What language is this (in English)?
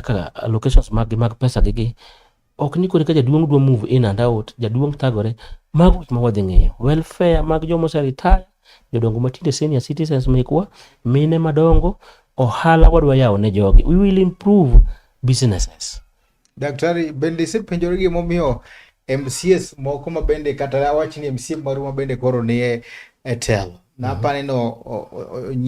Luo (Kenya and Tanzania)